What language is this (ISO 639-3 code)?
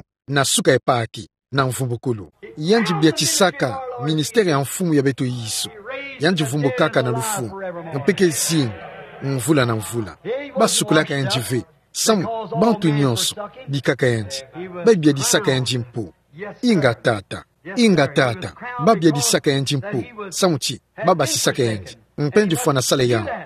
ktu